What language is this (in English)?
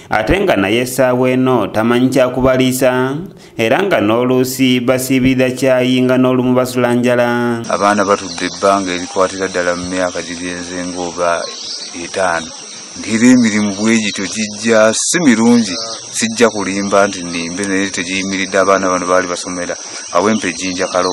Ganda